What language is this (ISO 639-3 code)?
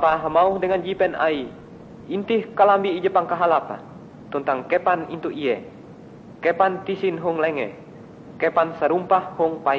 nij